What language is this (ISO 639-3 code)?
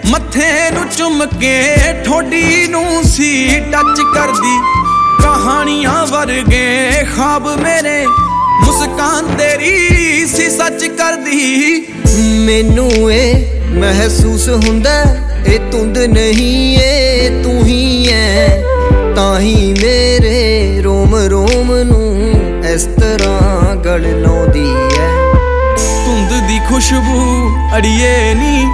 pan